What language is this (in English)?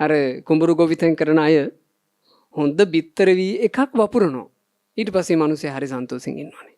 Sinhala